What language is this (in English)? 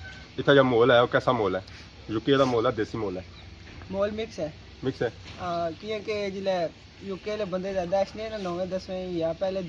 Pahari-Potwari